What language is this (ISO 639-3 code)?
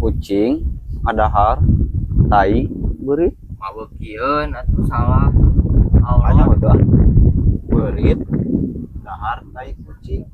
sun